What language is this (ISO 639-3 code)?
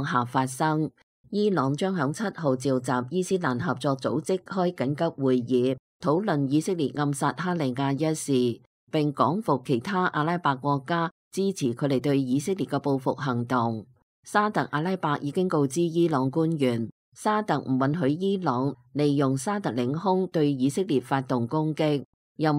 yue